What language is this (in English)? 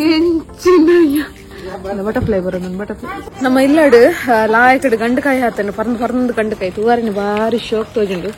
Tulu